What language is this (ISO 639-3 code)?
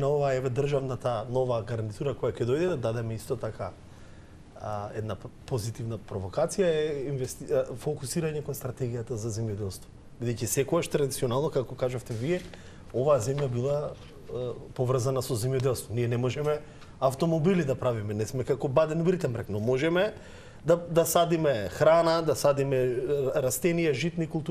mkd